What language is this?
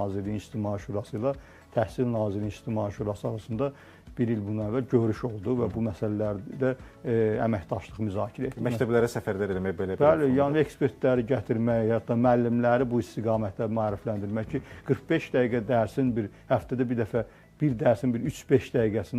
Azerbaijani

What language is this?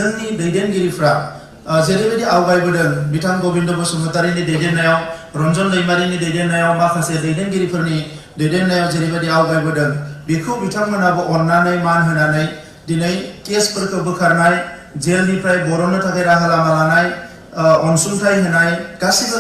Bodo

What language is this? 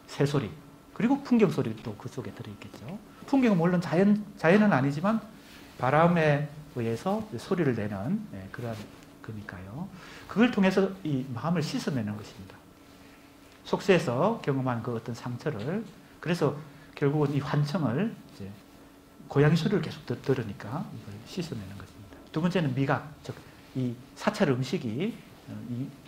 Korean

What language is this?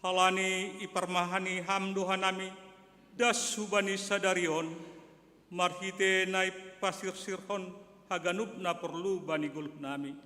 Batak Simalungun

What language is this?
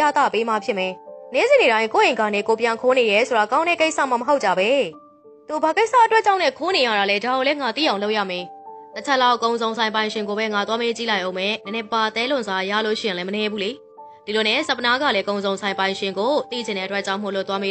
Burmese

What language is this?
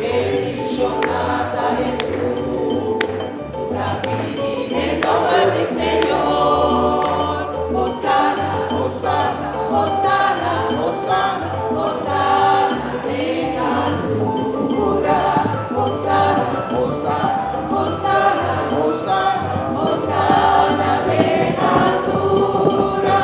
Papiamento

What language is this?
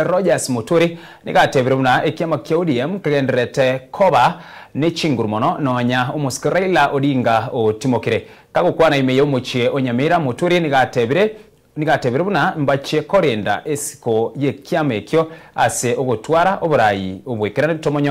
Gusii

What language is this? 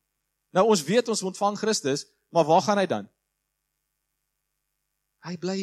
Afrikaans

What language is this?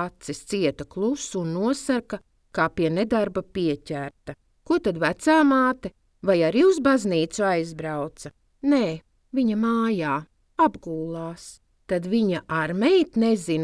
Latvian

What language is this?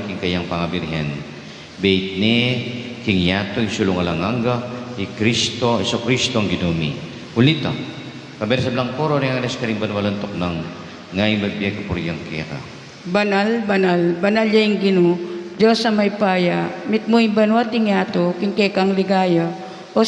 Pampanga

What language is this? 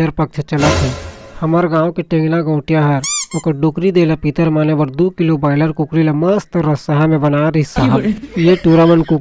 Chhattisgarhi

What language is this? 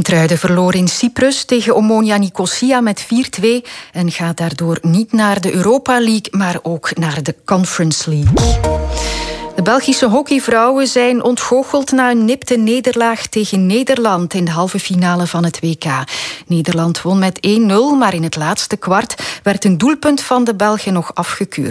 Dutch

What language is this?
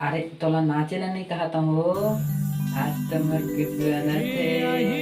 Chhattisgarhi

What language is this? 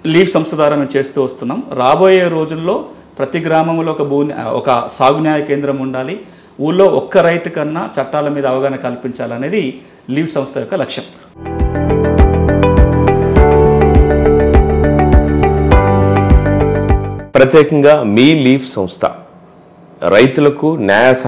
Telugu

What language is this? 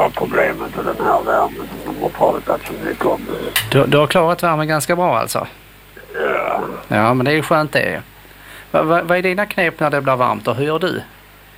Swedish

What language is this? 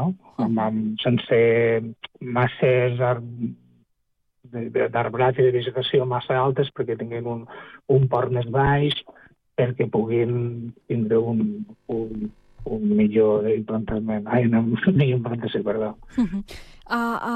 Catalan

